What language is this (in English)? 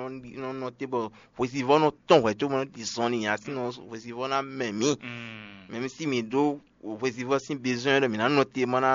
Fon